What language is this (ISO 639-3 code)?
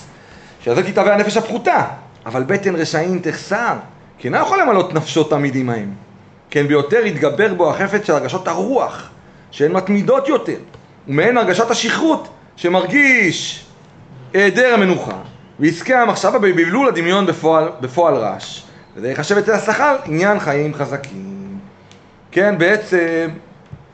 heb